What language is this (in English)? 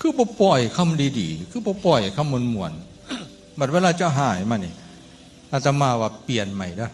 Northeastern Thai